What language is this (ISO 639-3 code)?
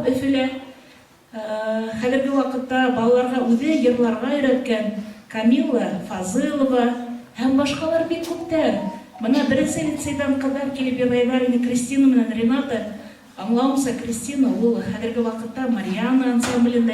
bak